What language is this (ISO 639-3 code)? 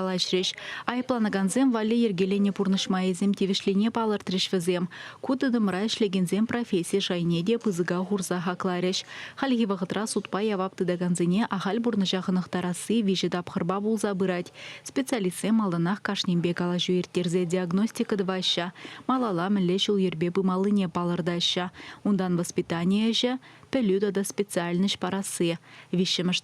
chv